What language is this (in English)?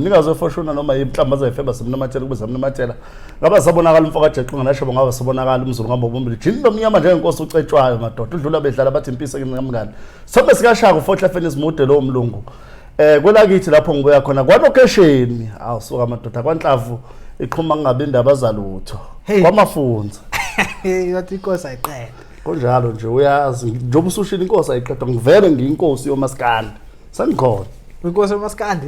Zulu